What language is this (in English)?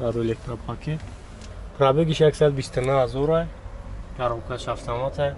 Tajik